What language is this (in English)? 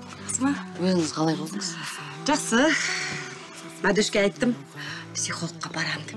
Kazakh